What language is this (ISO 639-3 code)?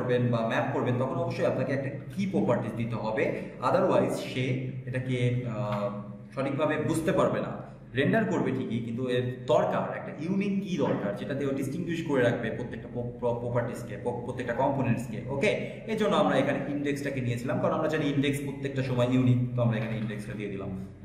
ben